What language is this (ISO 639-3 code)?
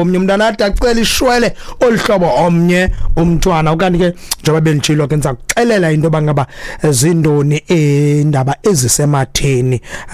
xho